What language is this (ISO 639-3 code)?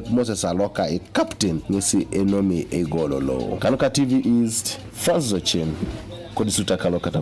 teo